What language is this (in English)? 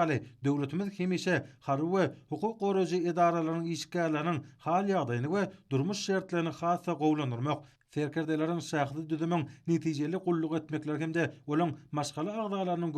Turkmen